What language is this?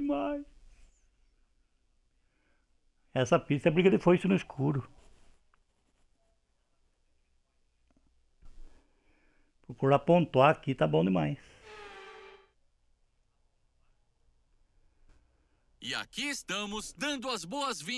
Portuguese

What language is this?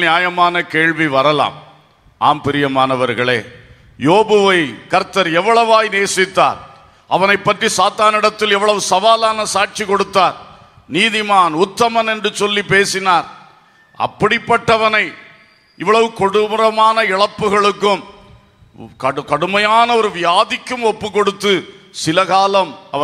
Tamil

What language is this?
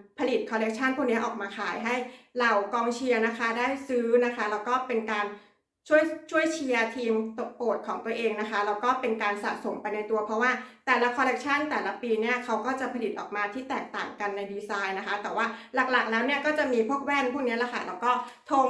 Thai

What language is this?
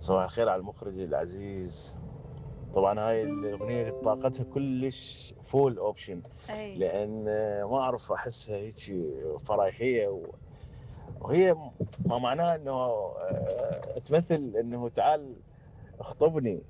Mesopotamian Arabic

